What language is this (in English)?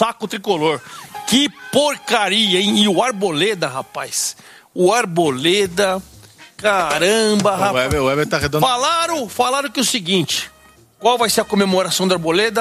Portuguese